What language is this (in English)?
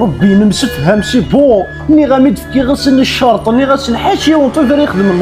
Kabyle